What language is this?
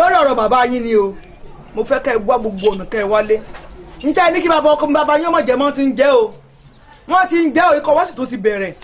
Yoruba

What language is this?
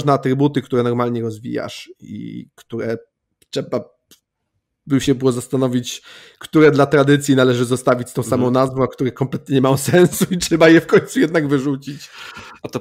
Polish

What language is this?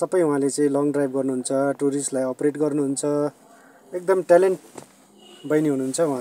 Nepali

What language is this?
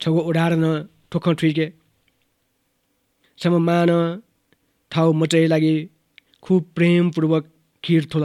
Newari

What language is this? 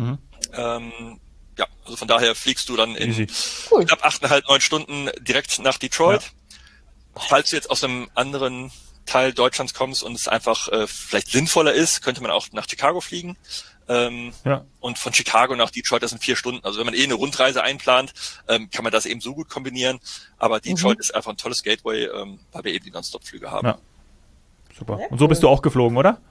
German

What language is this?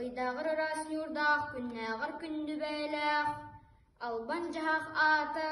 Yakut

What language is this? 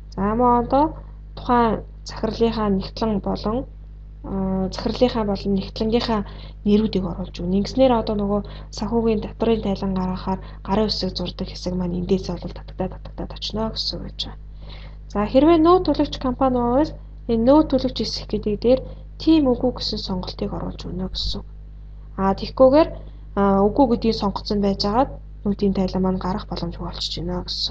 Mongolian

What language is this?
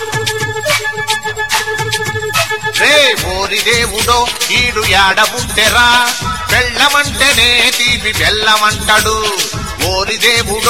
Telugu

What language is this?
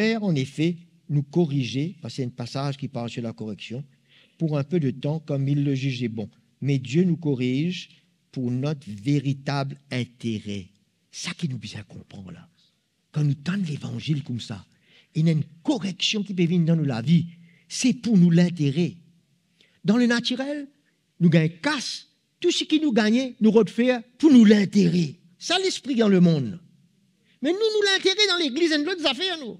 Morisyen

